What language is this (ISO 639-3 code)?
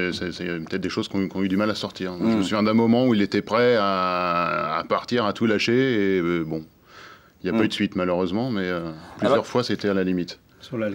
fra